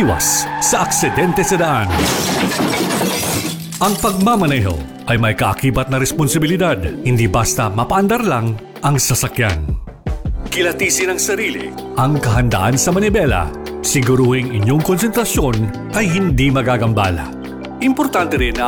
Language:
Filipino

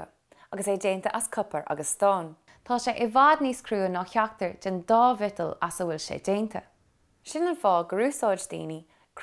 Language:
Irish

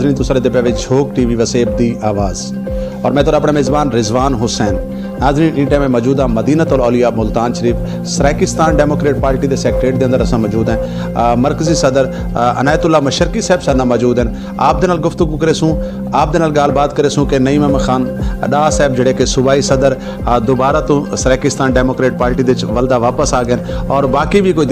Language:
Saraiki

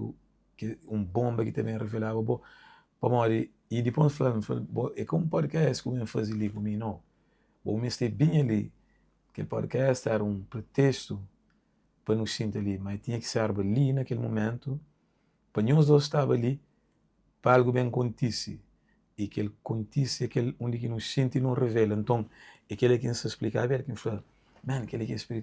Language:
Kabuverdianu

